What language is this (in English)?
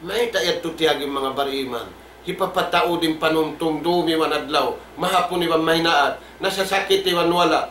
Tausug